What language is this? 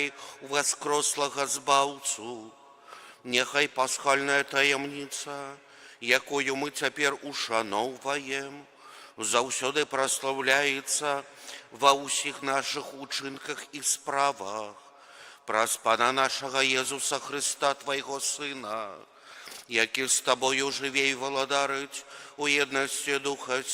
Belarusian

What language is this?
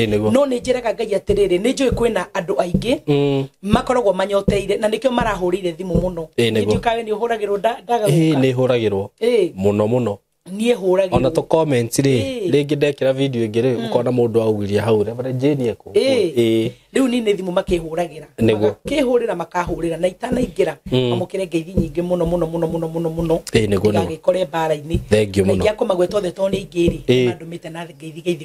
Kikuyu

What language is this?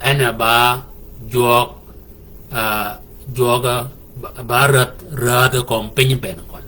Shilluk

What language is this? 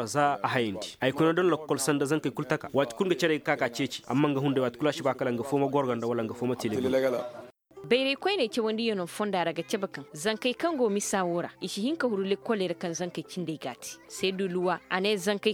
Koyraboro Senni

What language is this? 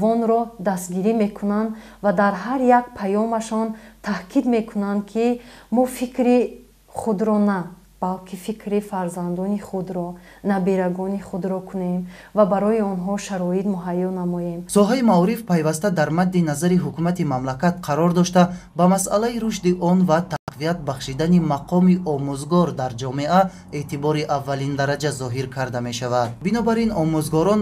Tajik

